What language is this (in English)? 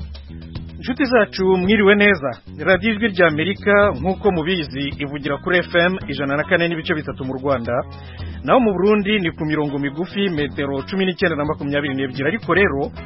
Kinyarwanda